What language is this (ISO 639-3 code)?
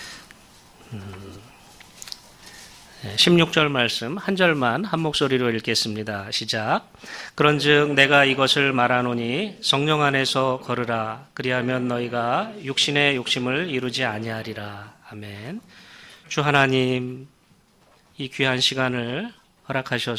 kor